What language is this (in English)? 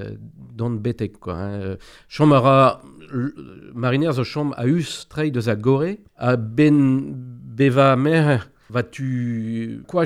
Breton